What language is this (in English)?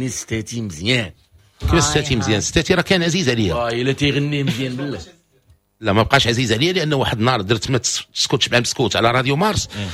Moroccan Arabic